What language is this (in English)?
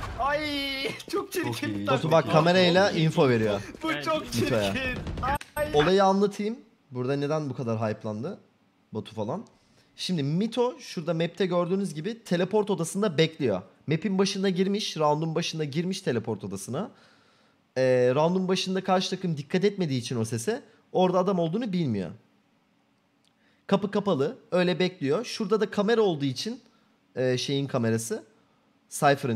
Turkish